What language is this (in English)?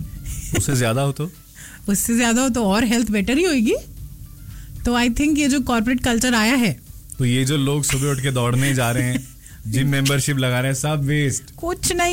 Hindi